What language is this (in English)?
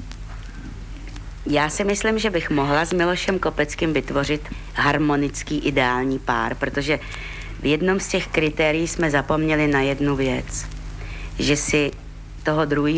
Czech